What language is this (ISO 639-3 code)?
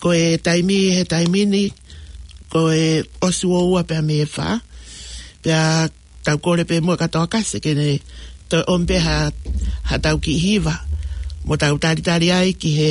ton